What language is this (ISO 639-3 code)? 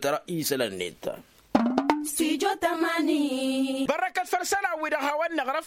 taq